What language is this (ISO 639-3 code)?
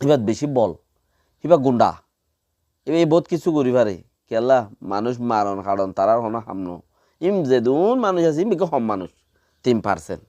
rhg